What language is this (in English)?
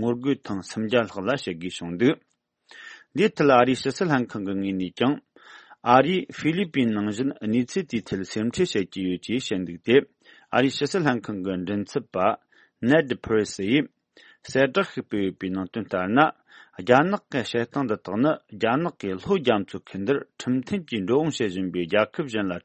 Tibetan